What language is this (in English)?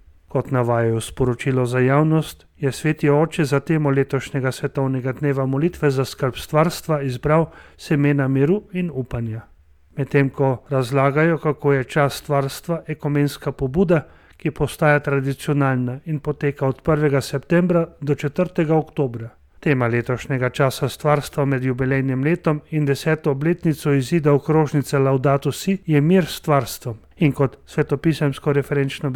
Slovenian